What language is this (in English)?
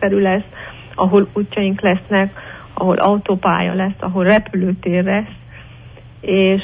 Hungarian